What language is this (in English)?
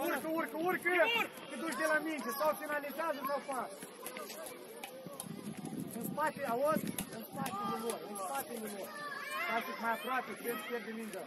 Romanian